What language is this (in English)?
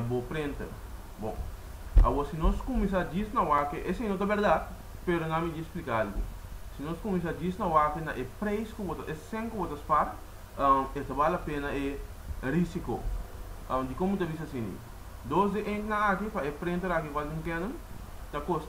Papiamento